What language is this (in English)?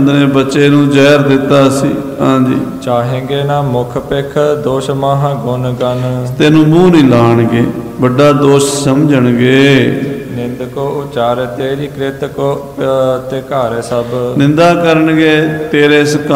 Punjabi